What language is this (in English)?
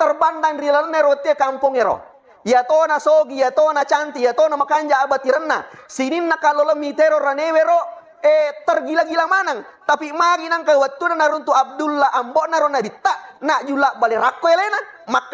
Buginese